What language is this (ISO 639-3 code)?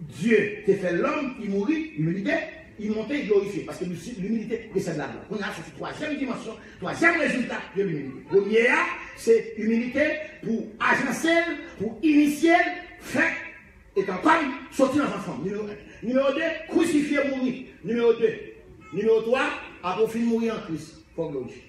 hat